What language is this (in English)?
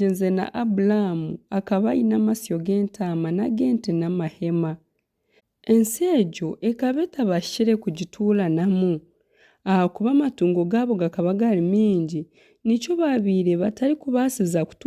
Nyankole